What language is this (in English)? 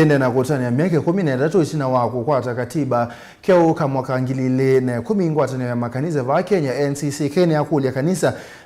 Kamba